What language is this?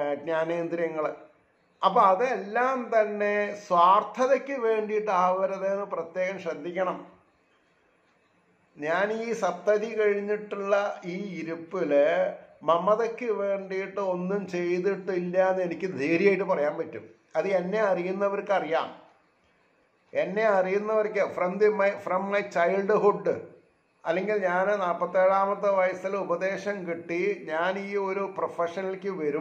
Malayalam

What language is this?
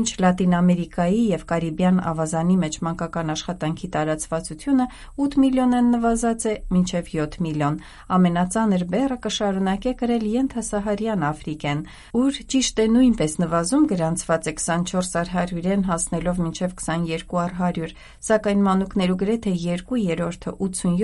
Western Armenian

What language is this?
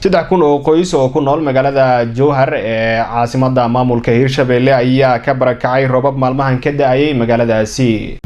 Somali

